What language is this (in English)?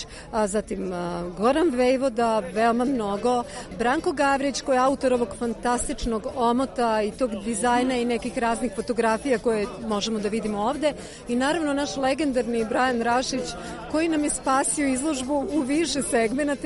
Serbian